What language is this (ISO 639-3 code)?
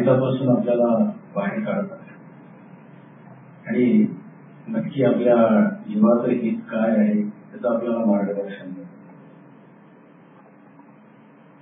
mar